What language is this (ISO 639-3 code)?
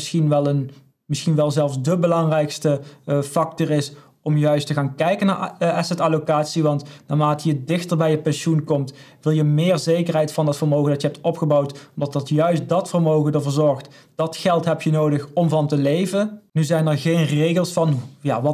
nld